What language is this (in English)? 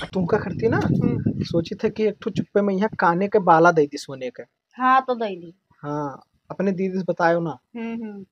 Awadhi